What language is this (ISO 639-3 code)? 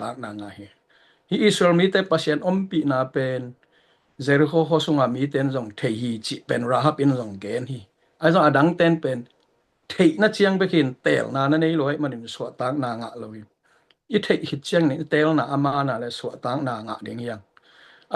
ctd